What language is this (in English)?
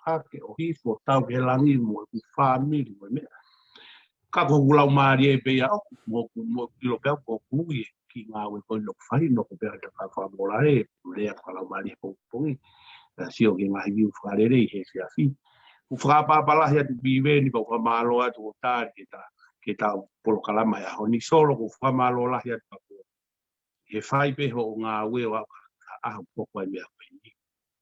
Tongan